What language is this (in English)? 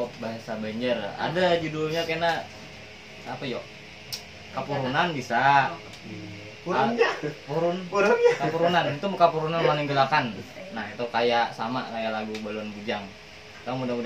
Banjar